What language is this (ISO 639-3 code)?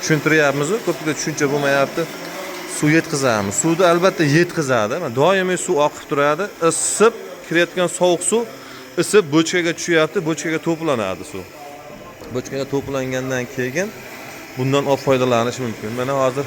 uzb